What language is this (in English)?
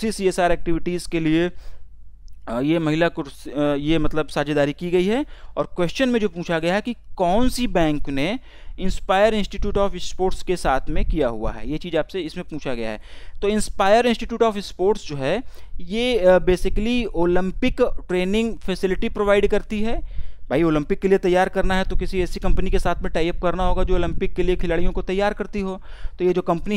Hindi